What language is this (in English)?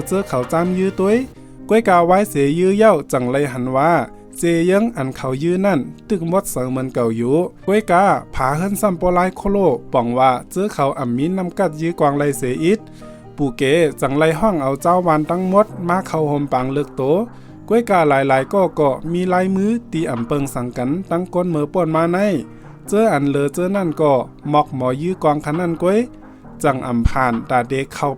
Shan